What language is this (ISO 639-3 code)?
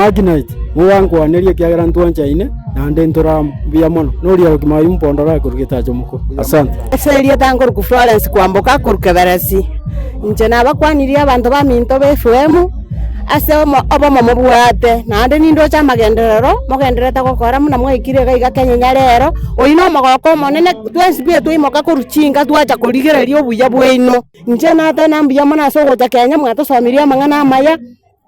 guz